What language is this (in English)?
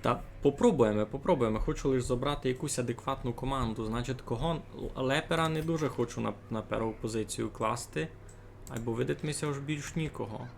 Rusyn